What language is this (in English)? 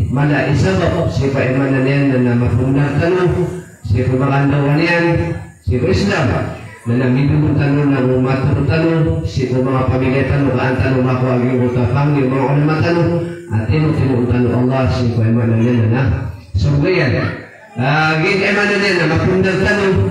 Maranao